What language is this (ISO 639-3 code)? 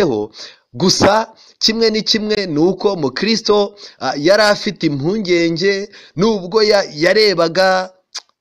kin